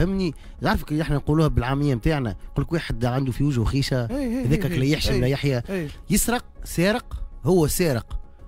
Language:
Tunisian Arabic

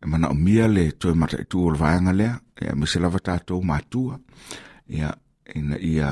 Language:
Samoan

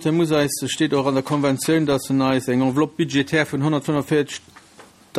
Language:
Luxembourgish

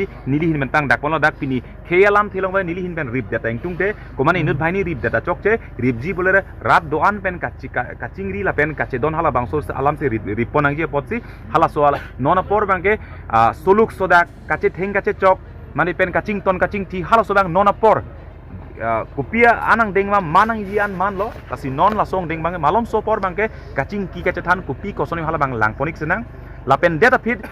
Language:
Karbi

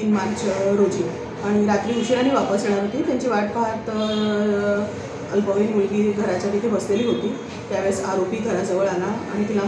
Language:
Marathi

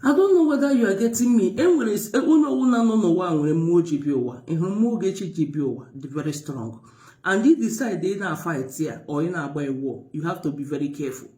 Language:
Igbo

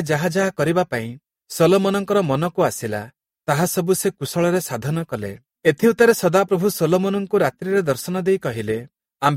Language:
Odia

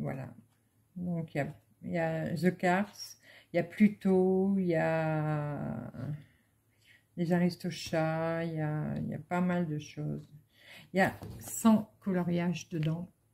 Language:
French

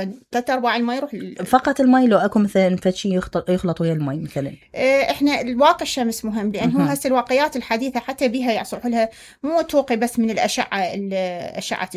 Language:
Mesopotamian Arabic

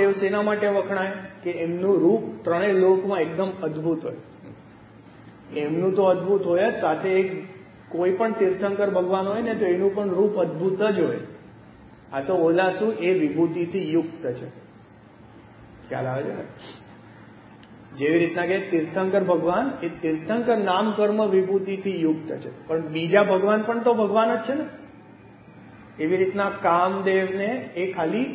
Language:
Gujarati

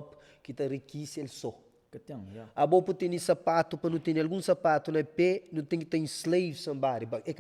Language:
Kabuverdianu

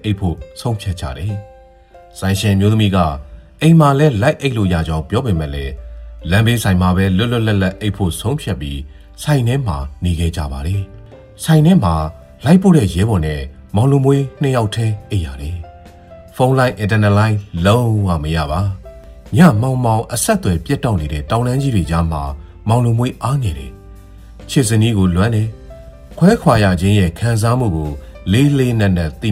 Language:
Burmese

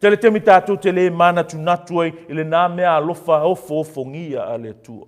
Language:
Samoan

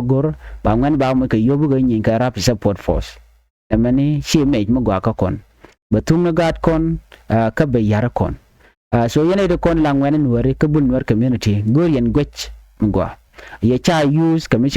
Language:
Nuer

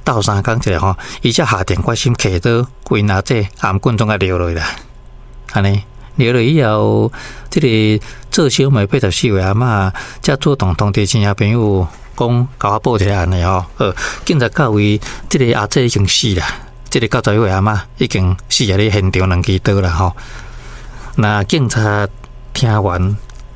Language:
Min Nan Chinese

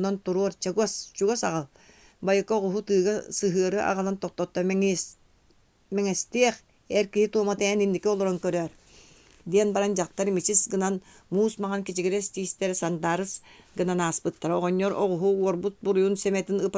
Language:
Yakut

